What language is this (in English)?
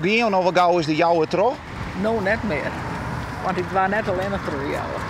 Western Frisian